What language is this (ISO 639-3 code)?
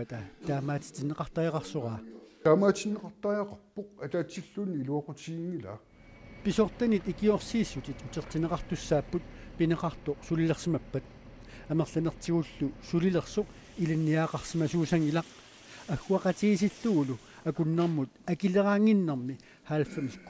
kal